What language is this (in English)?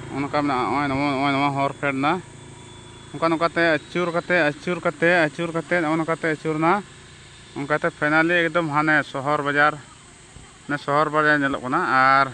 Santali